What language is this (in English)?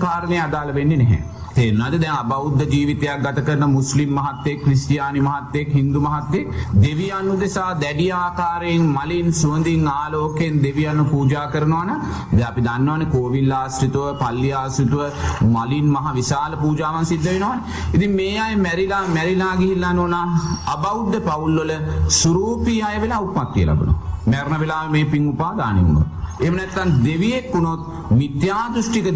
Sinhala